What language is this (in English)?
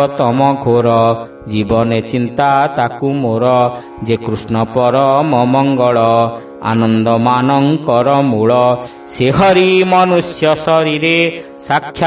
Odia